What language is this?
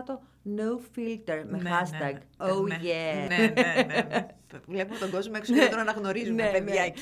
Greek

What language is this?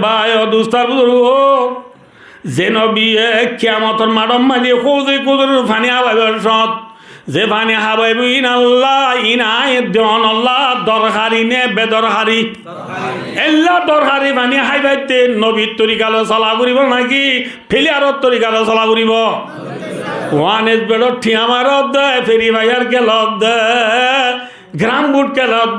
Rohingya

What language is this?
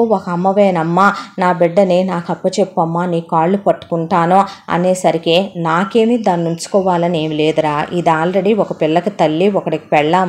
Telugu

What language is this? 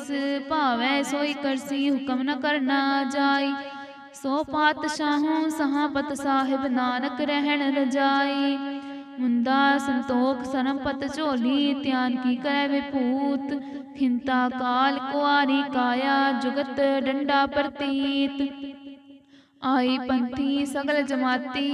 Punjabi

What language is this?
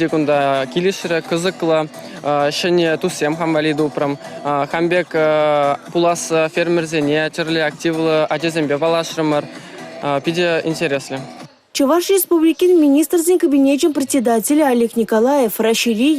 Chuvash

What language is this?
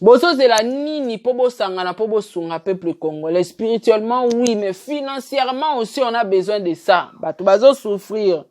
Lingala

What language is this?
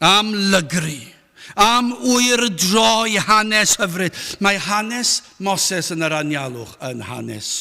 Welsh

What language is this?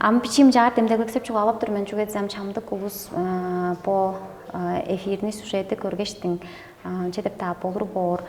Tuvinian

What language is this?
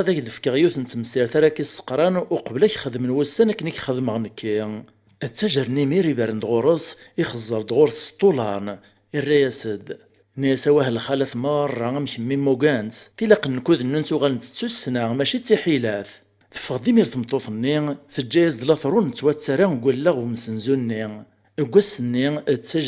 Kabyle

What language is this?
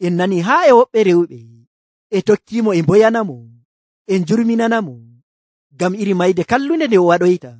Nigerian Fulfulde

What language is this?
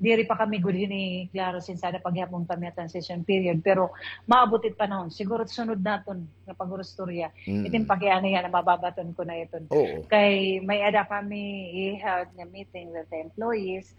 Waray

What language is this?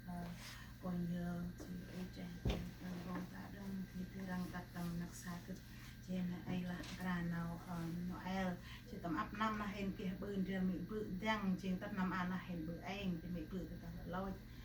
Central Mnong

